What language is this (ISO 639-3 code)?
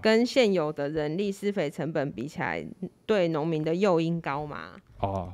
zho